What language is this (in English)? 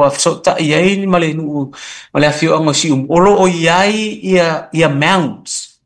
Samoan